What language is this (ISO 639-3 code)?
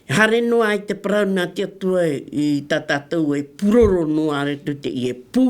tah